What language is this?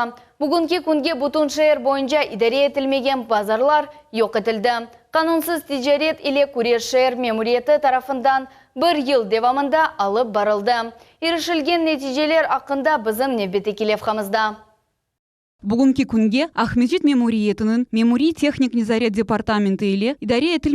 Crimean Tatar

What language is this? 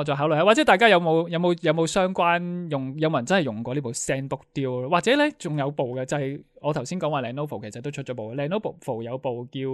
Cantonese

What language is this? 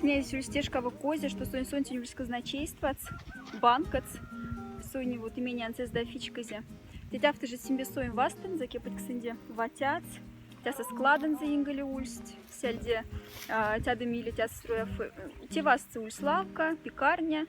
Moksha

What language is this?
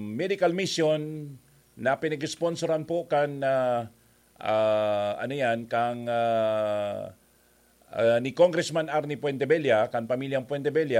Bikol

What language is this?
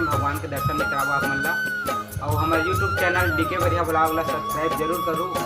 Chhattisgarhi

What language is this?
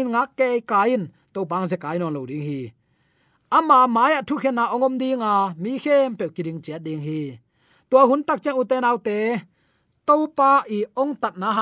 Tedim Chin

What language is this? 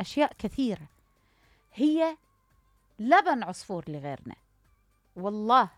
Mesopotamian Arabic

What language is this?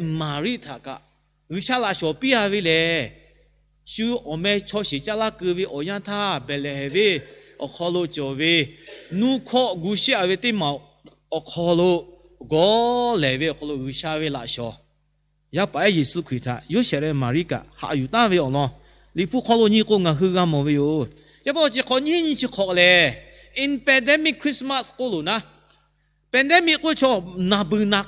Lahu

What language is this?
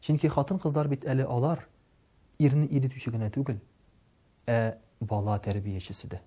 Tatar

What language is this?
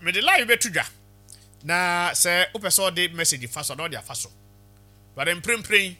Akan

